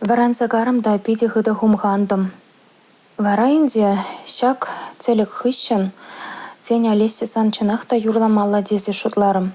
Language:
Chuvash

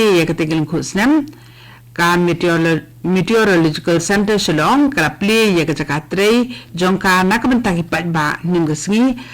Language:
Khasi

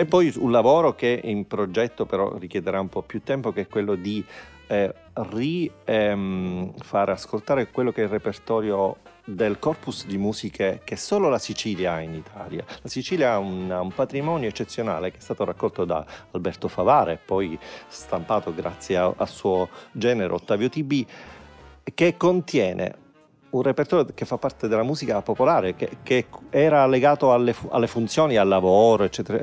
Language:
Italian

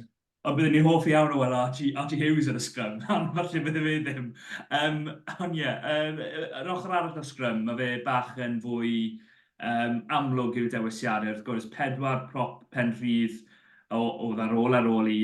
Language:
Welsh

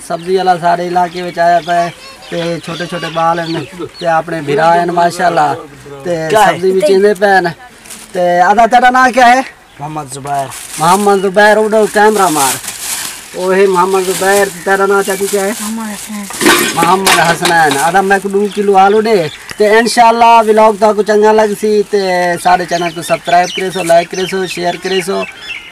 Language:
Saraiki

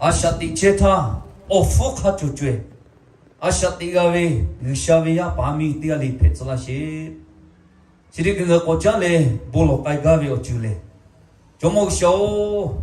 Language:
Lahu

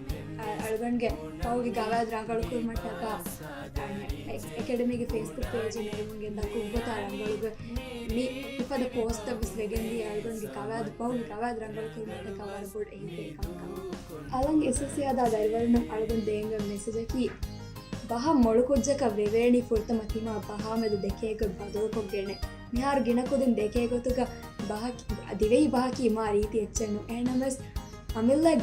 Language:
Divehi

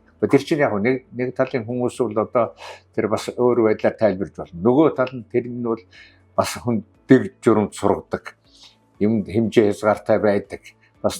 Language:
Mongolian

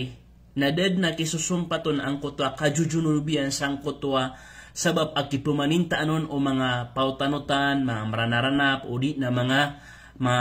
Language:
Maranao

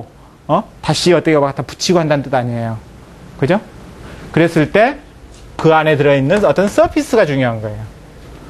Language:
Korean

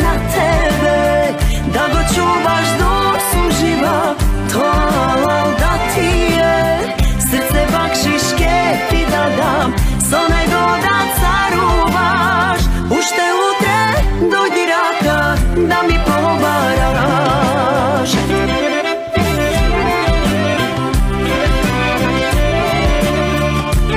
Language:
Macedonian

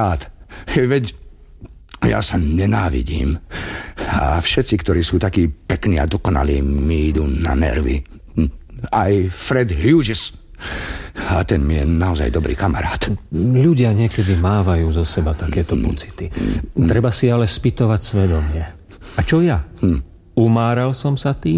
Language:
Slovak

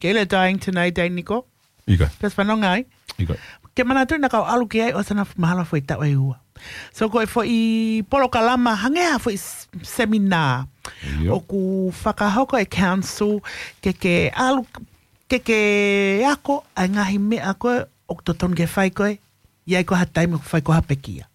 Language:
Tongan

